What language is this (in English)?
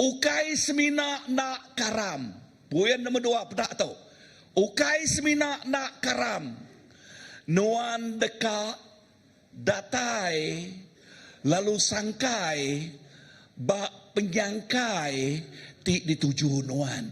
Iban